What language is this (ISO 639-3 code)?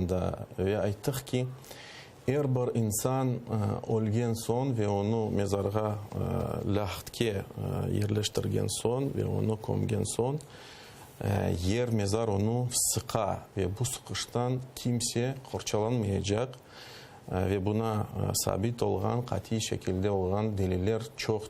crh